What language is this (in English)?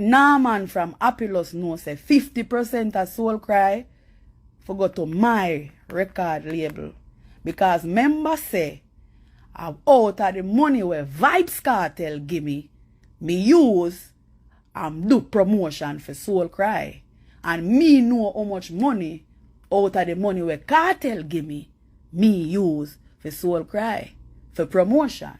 Jamaican Creole English